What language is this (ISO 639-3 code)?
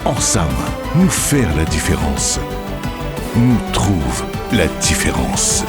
mfe